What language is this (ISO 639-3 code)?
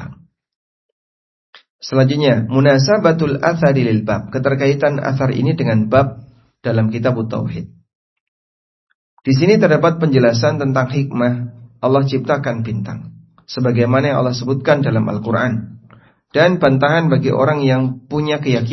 ind